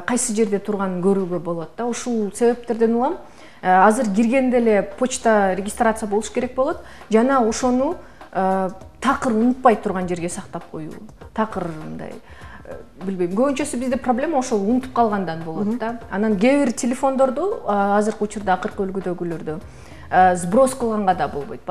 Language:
Kyrgyz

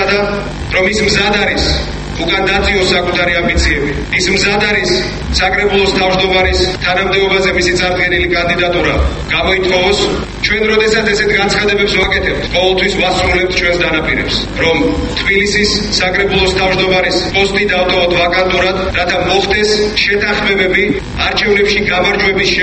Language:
Georgian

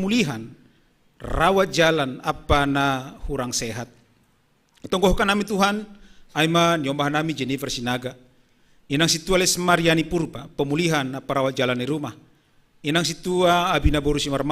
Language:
Batak Simalungun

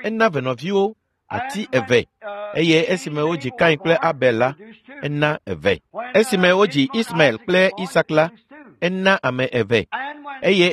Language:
Ewe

